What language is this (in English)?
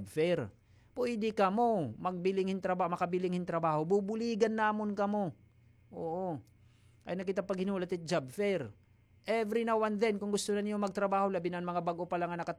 Waray